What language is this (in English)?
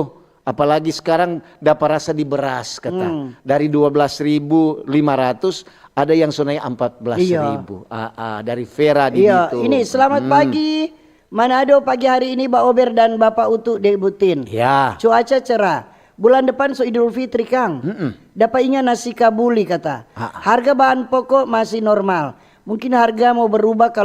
Manado Malay